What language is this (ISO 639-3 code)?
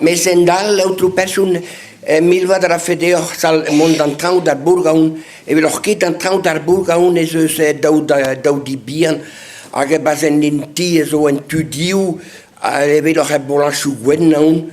bre